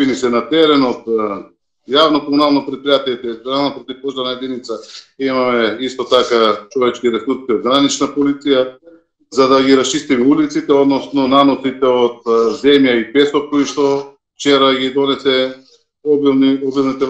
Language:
Macedonian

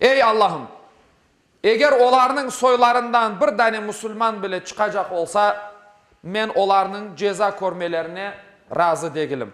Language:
Crimean Tatar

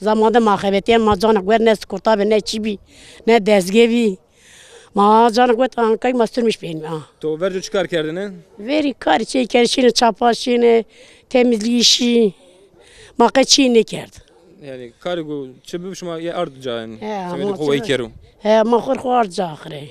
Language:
Zaza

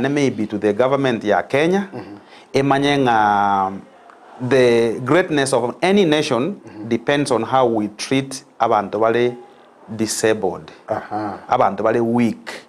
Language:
Gusii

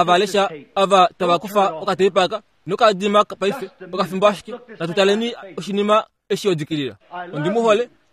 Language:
Kuanyama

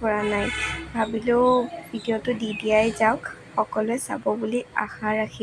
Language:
Assamese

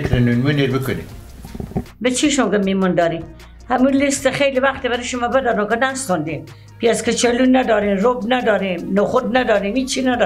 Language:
Persian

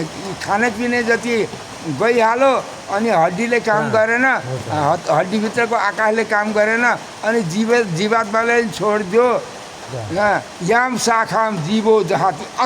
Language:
Nepali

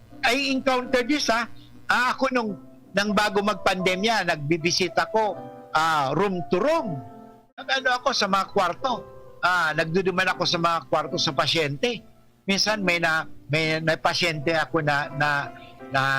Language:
Bikol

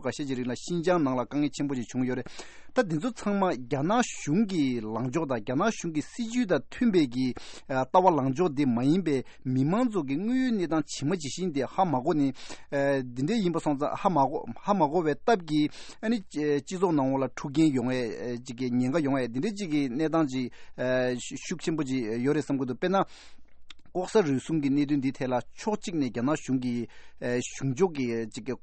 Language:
Tibetan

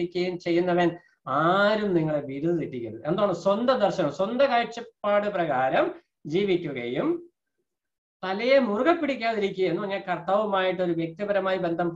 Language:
Malayalam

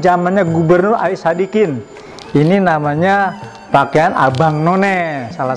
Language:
Betawi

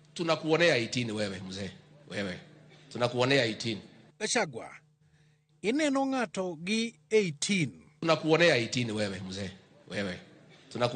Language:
Luo (Kenya and Tanzania)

